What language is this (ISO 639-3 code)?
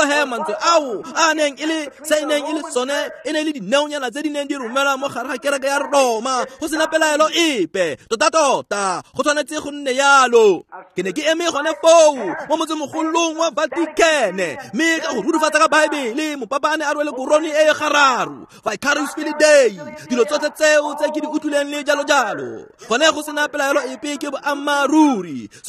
tsn